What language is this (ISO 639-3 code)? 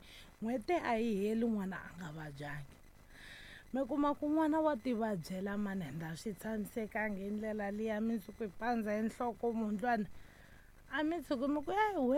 tso